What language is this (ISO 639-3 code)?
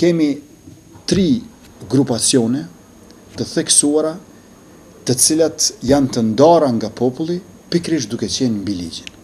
sqi